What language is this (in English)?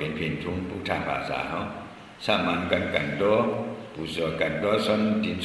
Shan